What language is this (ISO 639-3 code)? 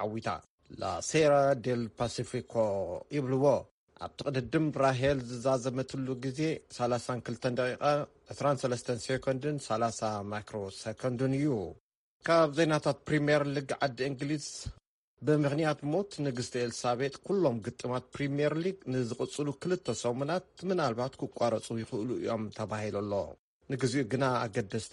tir